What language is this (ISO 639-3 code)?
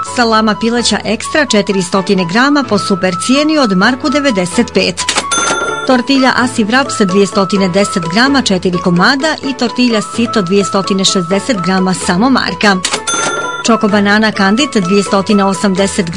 bos